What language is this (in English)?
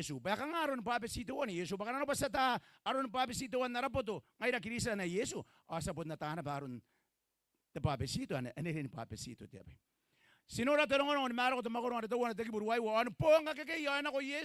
Gilbertese